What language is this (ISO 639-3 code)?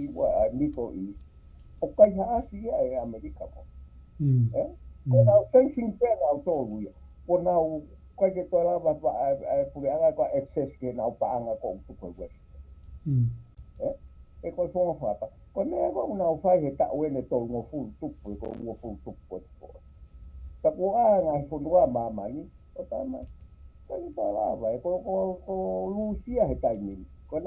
ton